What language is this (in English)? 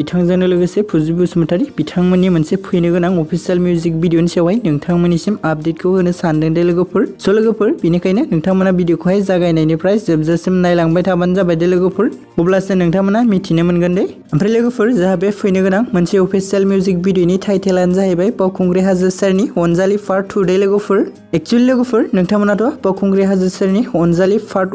Bodo